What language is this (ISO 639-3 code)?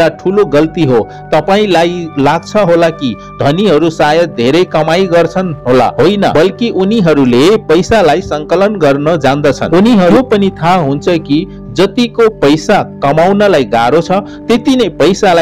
nep